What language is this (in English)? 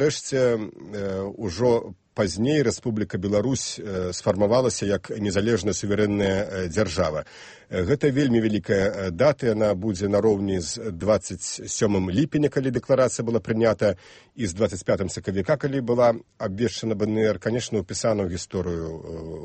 Belarusian